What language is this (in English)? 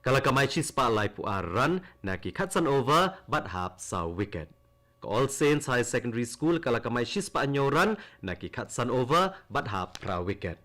Khasi